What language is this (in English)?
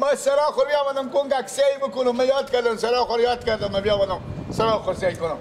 Persian